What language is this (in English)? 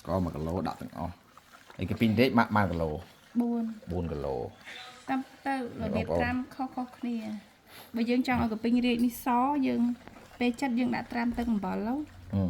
Khmer